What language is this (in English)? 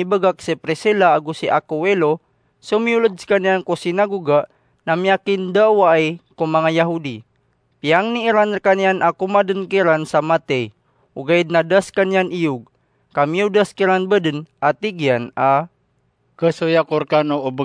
Maranao